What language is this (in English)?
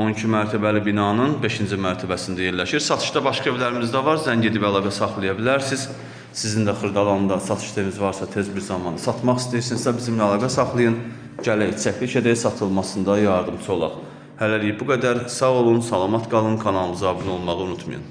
Azerbaijani